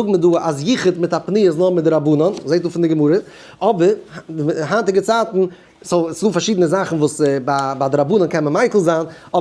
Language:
Yiddish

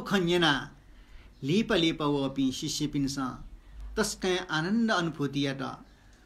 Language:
Newari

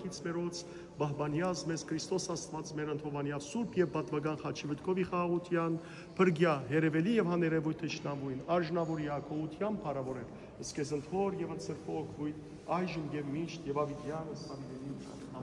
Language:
Western Armenian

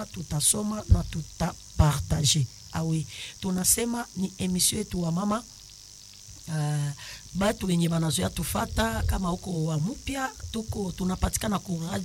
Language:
Swahili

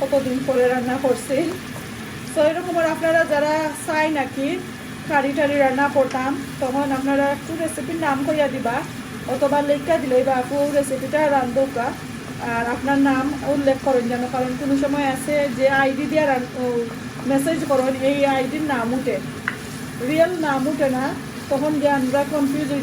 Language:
Sylheti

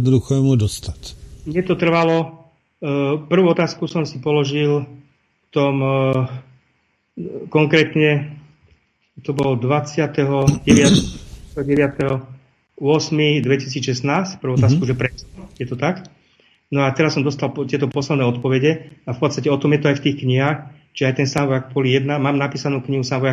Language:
Slovak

